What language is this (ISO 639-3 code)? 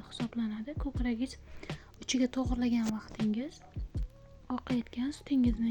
uzb